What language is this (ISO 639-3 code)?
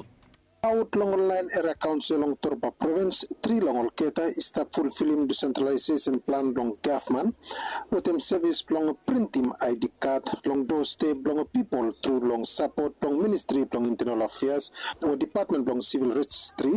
bis